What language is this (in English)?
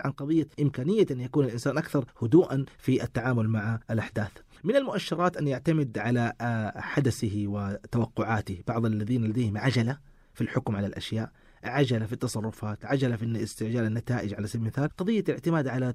Arabic